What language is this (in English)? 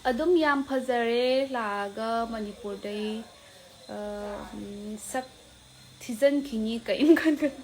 Manipuri